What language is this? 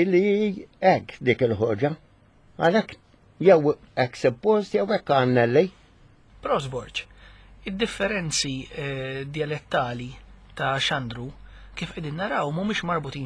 Maltese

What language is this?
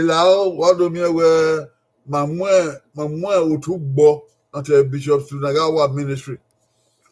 Bini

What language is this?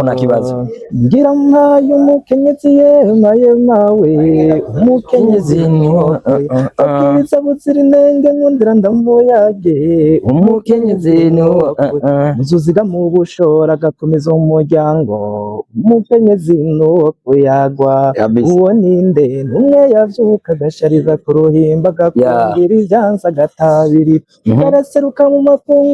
Rundi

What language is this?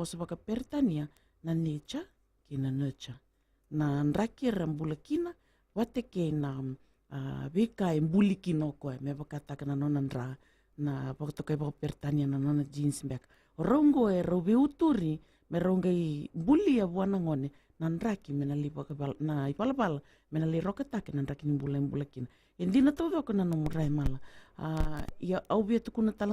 Fijian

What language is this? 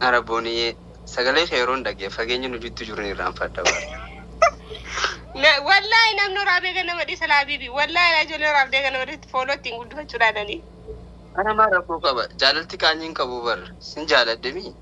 Oromo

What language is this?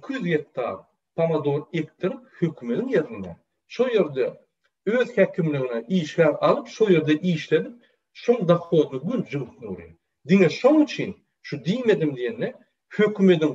Turkmen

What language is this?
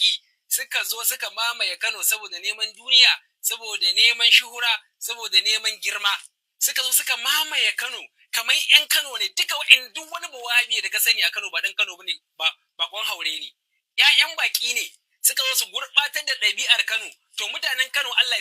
Hausa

